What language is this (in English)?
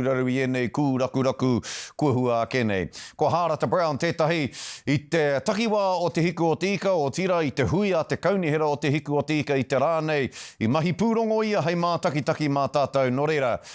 Māori